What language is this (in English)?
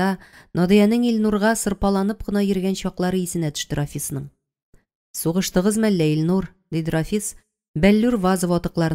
Tatar